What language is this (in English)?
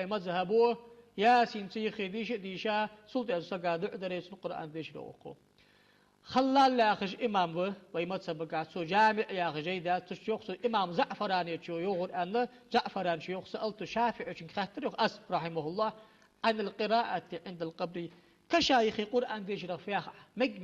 Ingush